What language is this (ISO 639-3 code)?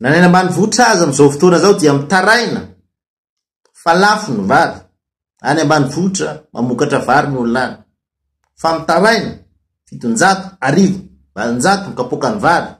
mlg